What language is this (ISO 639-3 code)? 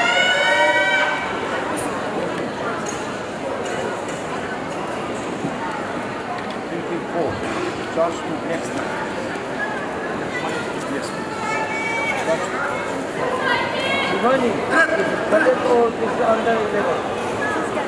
kor